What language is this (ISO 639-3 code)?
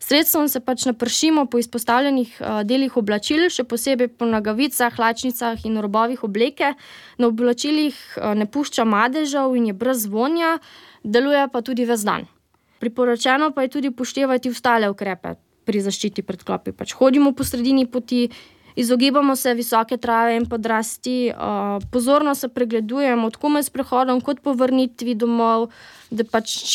slv